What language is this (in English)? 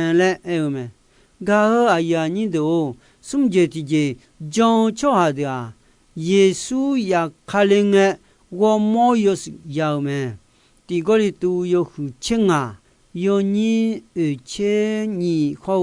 Akha